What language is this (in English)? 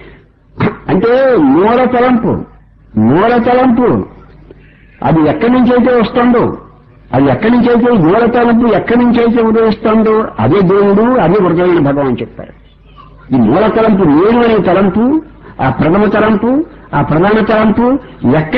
Telugu